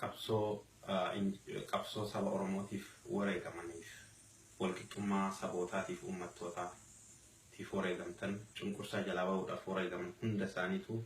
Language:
Oromo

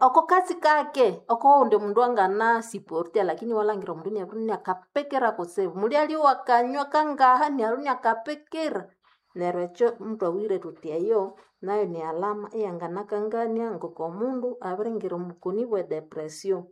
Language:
Nande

